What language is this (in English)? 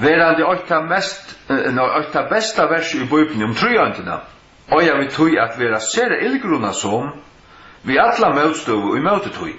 Faroese